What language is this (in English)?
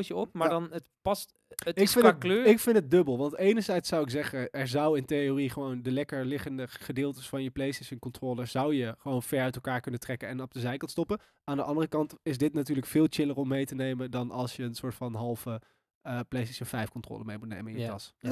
Dutch